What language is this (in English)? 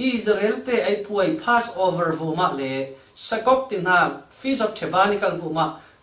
Falam Chin